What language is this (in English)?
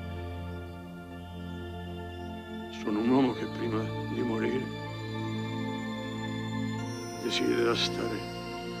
Italian